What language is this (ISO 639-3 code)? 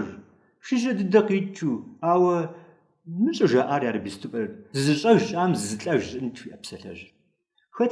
kbd